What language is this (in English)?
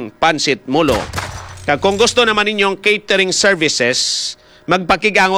Hiligaynon